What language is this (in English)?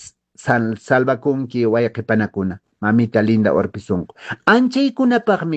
Quechua